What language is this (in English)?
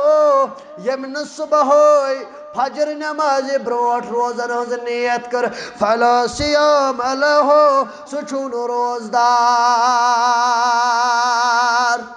Kashmiri